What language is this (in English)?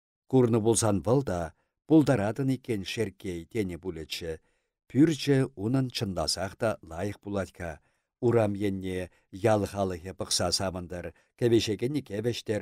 Chuvash